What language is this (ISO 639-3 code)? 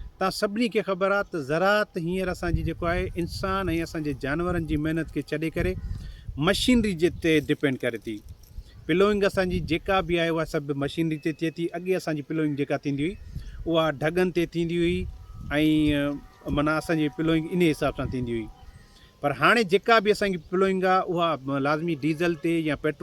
snd